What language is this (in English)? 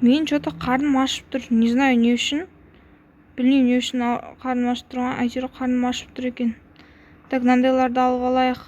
Kazakh